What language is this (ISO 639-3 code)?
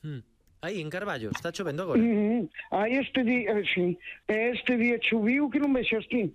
glg